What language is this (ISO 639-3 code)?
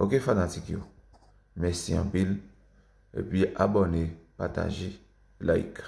hat